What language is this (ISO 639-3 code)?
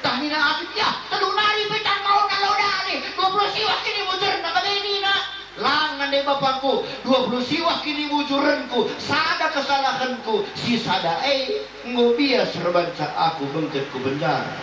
btx